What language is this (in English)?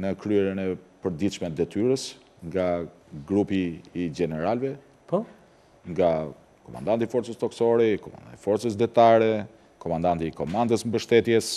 Albanian